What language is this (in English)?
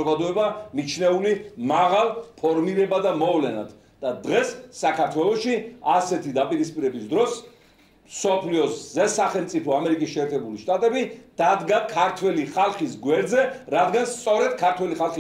Georgian